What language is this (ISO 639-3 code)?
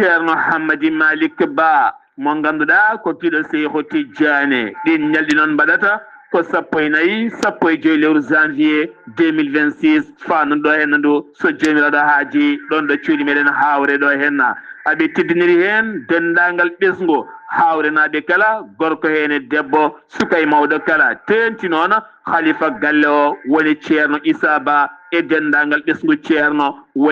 ful